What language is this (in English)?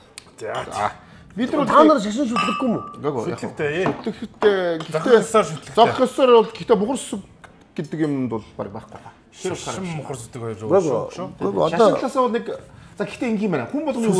Mongolian